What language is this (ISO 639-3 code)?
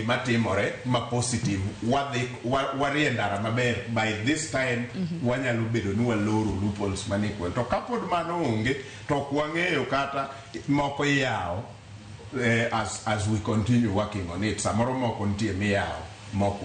luo